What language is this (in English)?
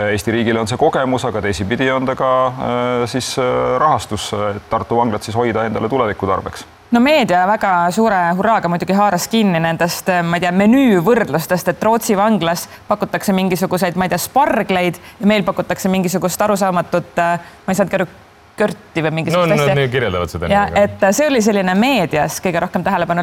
Estonian